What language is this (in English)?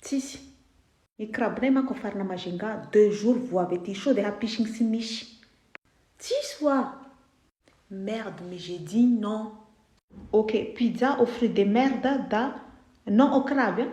Malagasy